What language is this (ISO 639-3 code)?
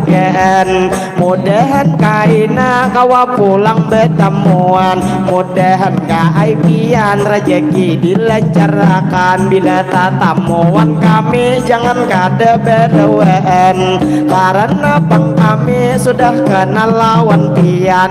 bjn